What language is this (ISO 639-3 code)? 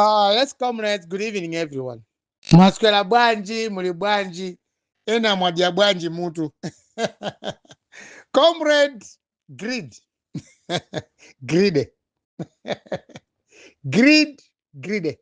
nya